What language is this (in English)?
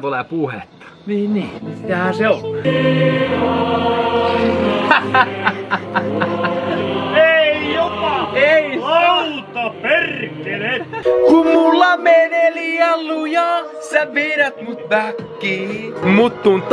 Finnish